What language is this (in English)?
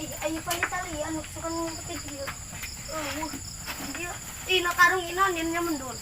Sundanese